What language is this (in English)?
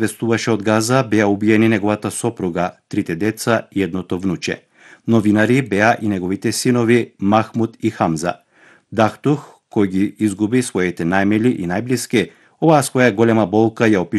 Macedonian